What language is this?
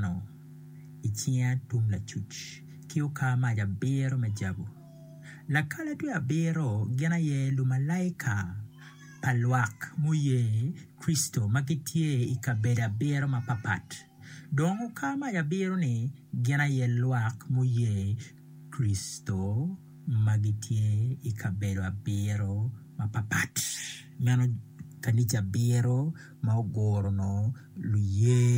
Acoli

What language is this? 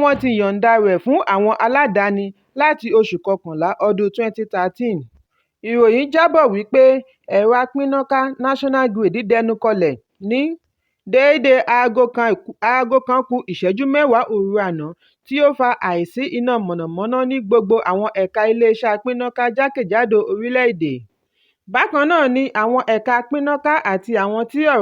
Yoruba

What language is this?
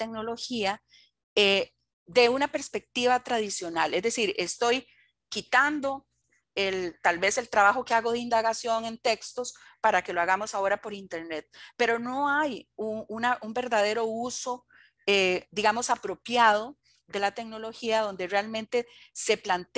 Spanish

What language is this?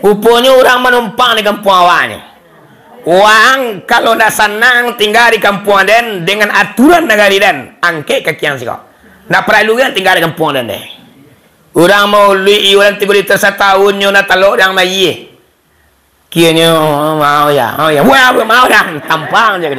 Minangkabau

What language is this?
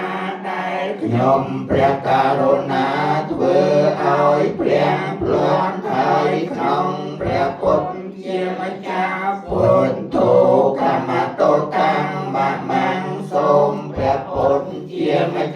Khmer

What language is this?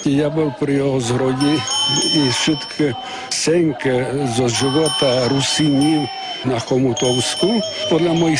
Rusyn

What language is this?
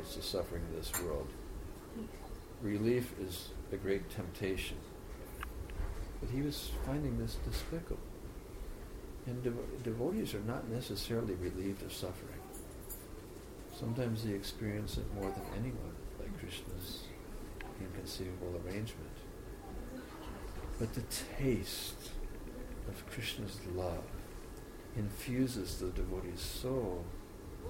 English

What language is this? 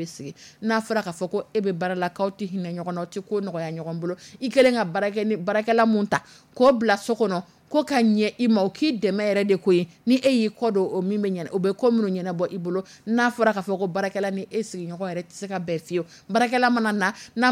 Dyula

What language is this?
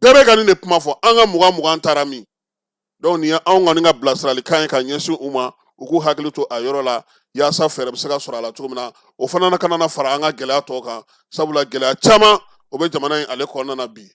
Bambara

